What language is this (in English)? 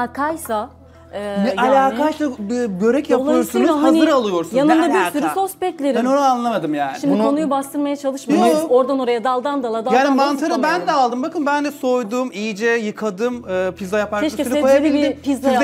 Turkish